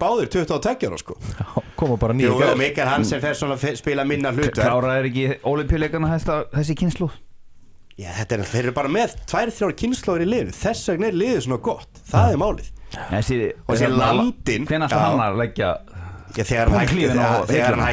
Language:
Icelandic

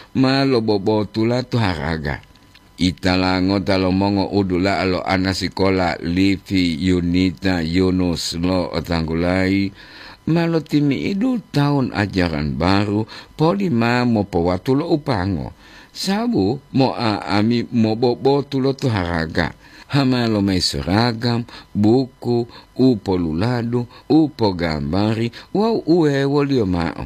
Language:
Gorontalo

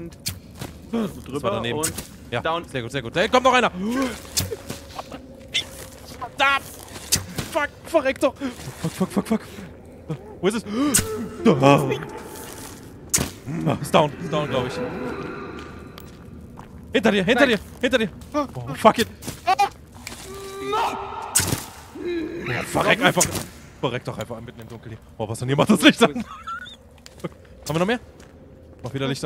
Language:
German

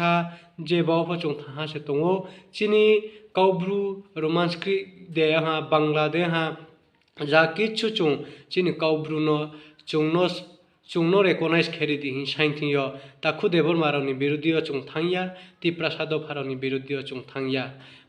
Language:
Riang (India)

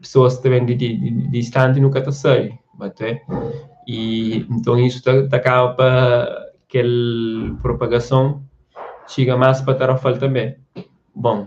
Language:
Kabuverdianu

